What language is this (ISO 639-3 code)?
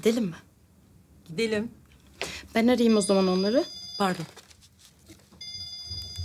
tur